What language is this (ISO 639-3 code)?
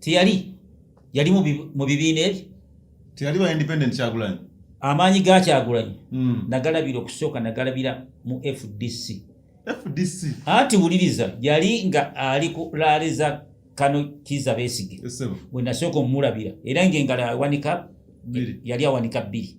lug